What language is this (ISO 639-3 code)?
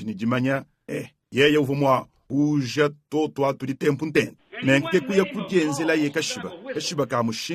lua